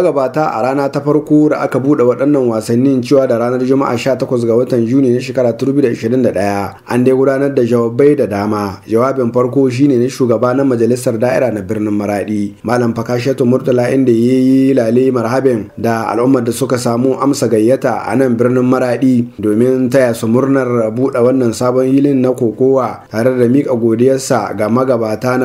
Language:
Hausa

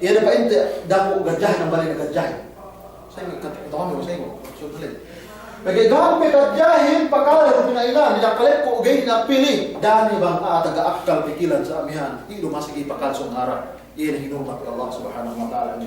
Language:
Yakan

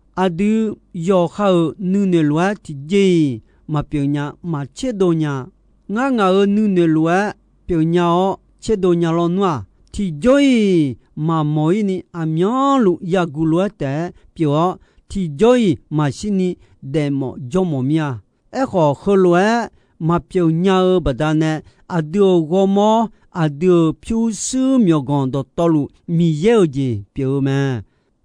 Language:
Akha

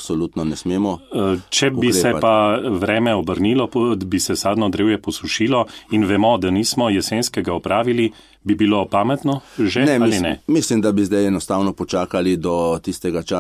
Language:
Slovenian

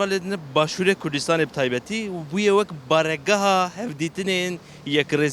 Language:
Kurdish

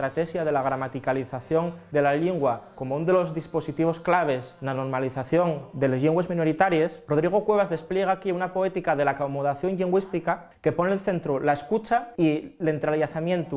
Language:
Asturian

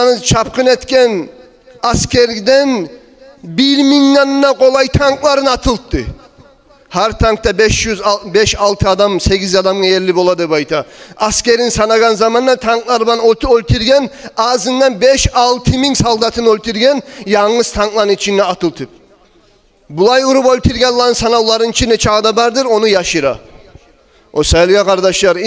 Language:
Kumyk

